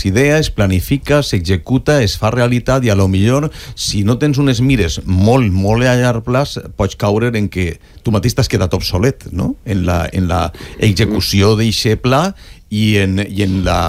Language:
Catalan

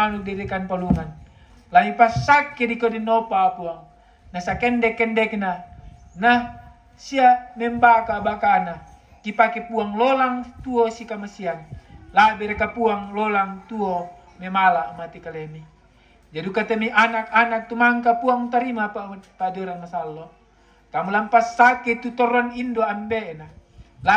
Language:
Toraja-Sa'dan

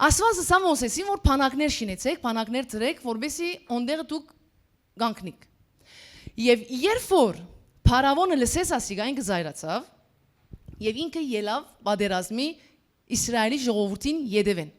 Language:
Western Armenian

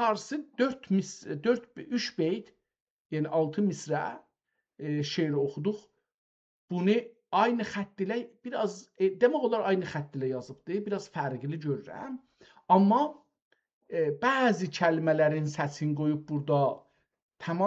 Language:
South Azerbaijani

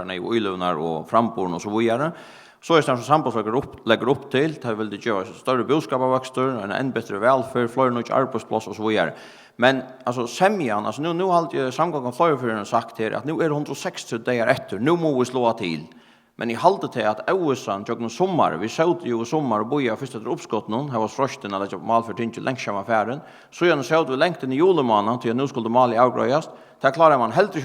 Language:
Faroese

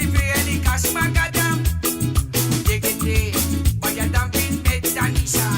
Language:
Morisyen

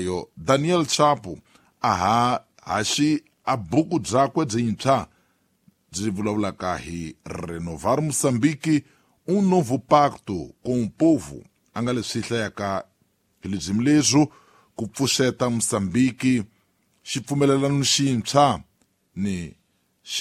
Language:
Tsonga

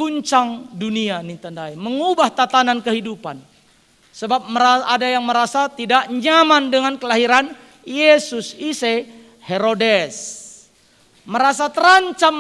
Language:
Batak Karo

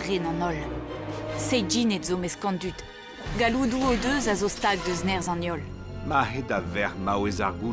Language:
Breton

